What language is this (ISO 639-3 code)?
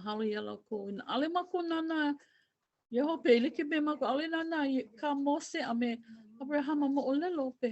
haw